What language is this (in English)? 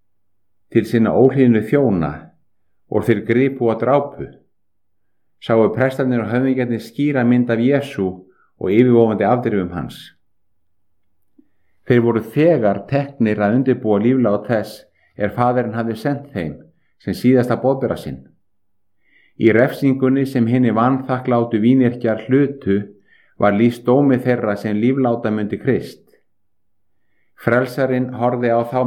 Icelandic